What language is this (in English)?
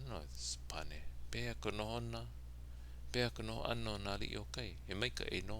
Hawaiian